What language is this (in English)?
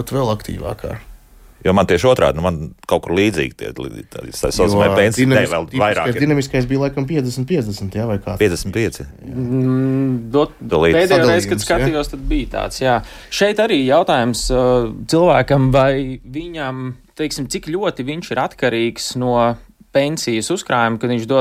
Latvian